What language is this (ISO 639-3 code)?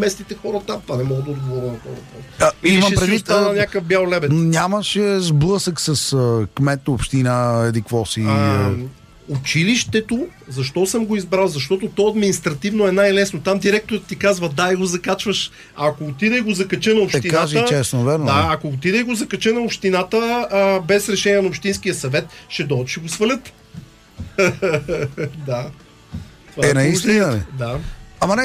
bul